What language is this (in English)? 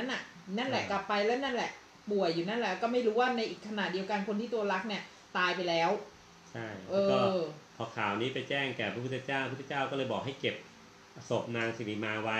Thai